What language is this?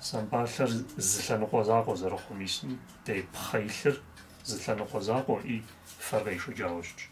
Kabardian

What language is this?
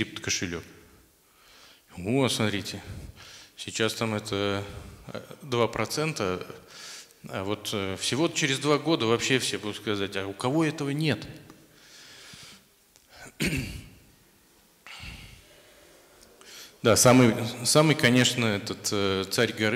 Russian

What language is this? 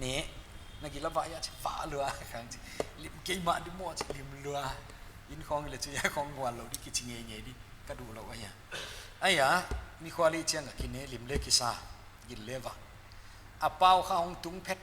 Paite Chin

